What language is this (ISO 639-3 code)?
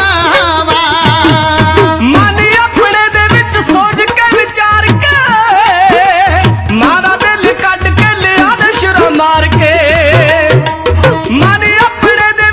pan